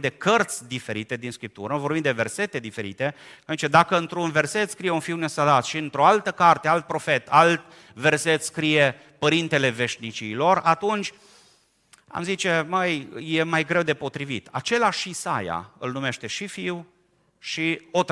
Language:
Romanian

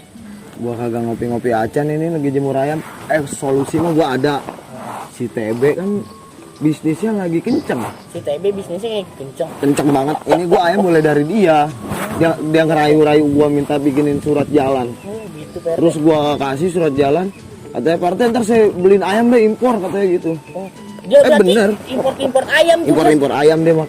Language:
Betawi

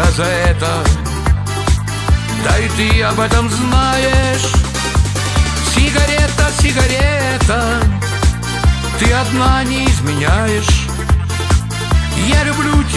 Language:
Russian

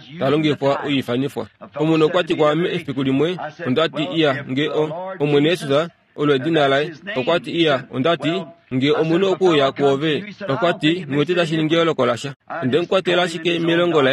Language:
Kuanyama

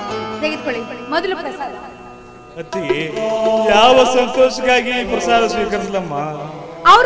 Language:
Kannada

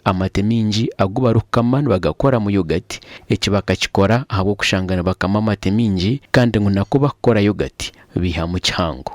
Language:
Nyankole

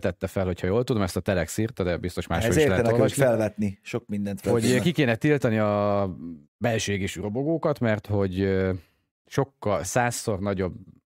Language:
Hungarian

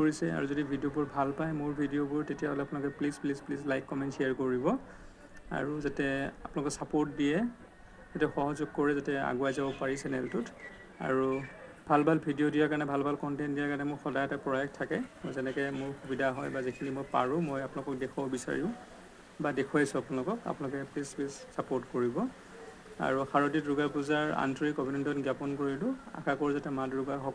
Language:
Assamese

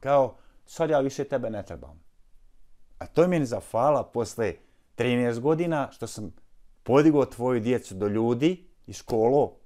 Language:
Bosnian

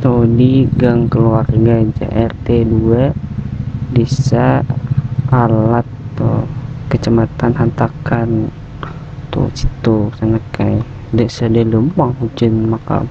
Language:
Banjar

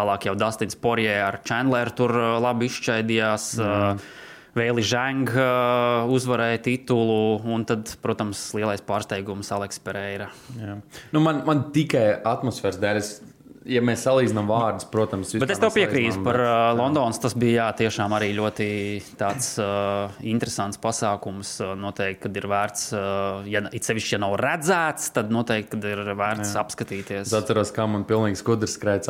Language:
Latvian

